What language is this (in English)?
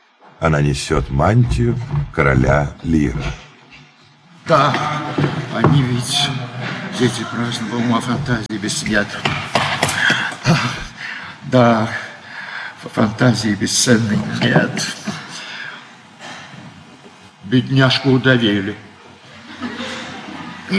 Russian